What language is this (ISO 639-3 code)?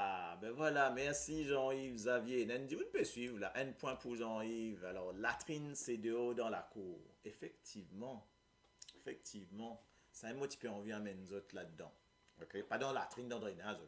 mfe